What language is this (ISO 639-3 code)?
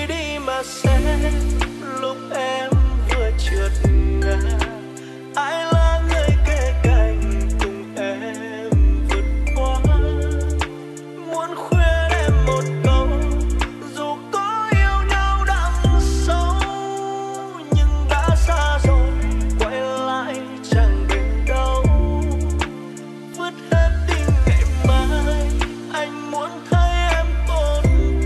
vie